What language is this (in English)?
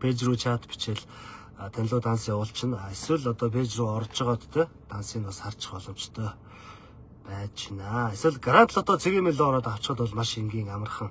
Mongolian